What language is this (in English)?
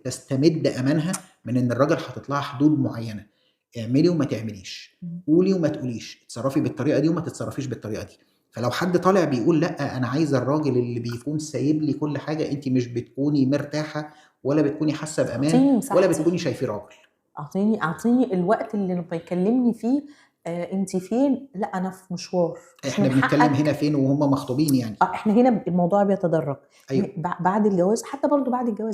Egyptian Arabic